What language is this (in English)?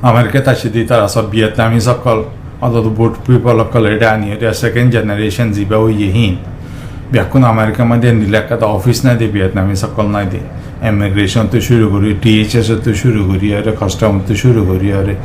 Rohingya